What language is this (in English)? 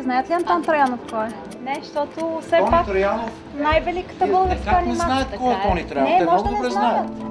Bulgarian